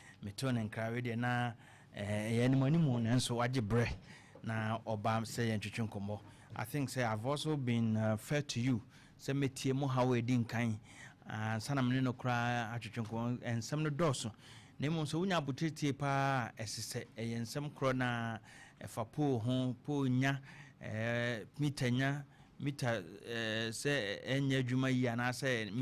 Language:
Akan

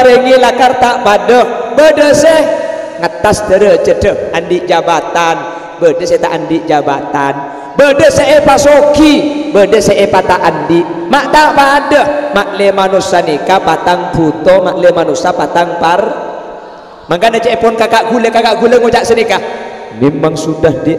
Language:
Madurese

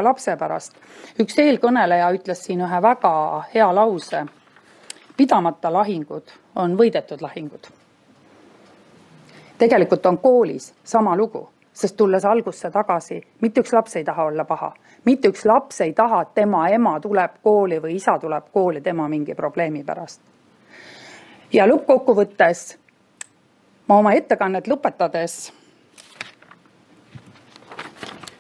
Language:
Estonian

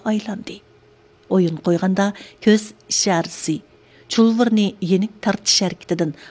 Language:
Uyghur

